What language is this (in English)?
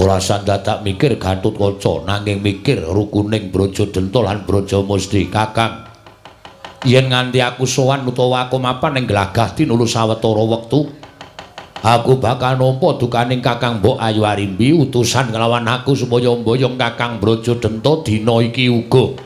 Javanese